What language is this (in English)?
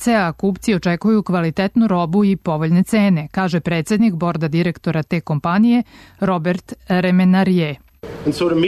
Serbian